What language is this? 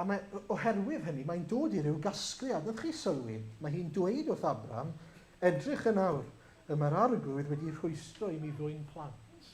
Welsh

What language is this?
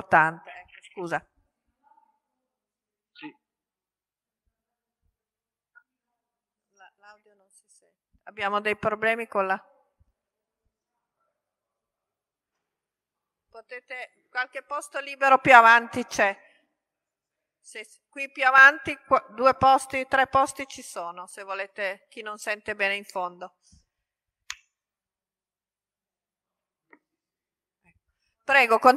Italian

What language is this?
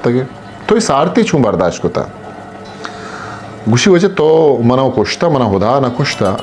Eastern Balochi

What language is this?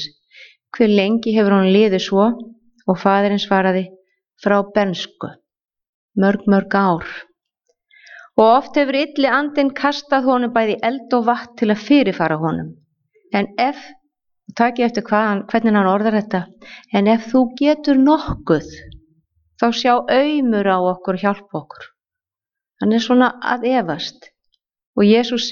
Icelandic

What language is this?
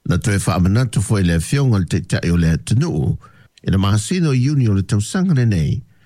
Samoan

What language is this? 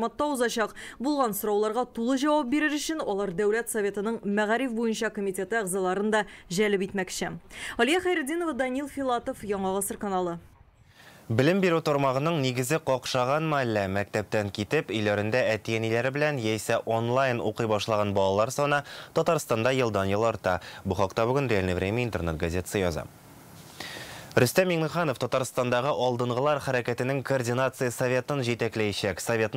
Tatar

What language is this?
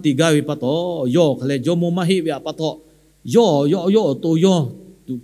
Lahu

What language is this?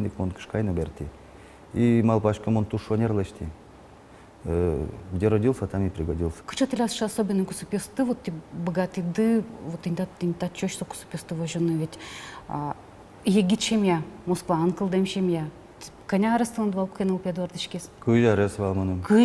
Udmurt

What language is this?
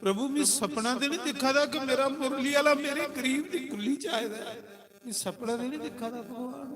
Dogri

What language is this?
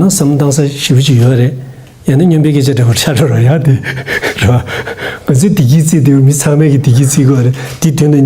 Tibetan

